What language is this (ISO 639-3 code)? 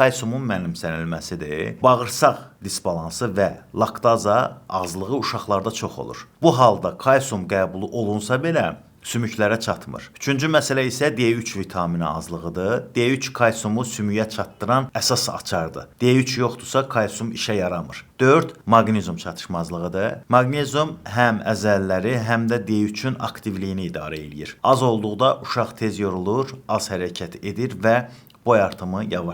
aze